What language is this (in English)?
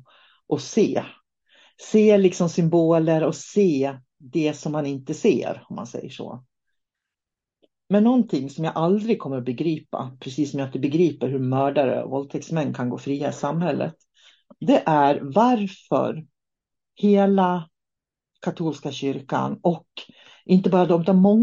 Swedish